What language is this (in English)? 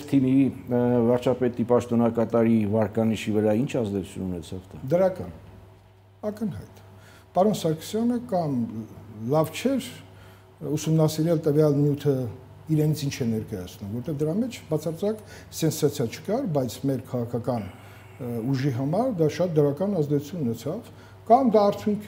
Armenian